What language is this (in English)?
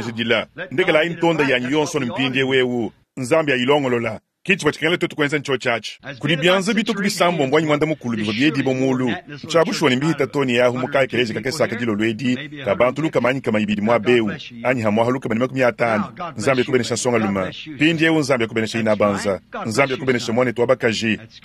Luba-Lulua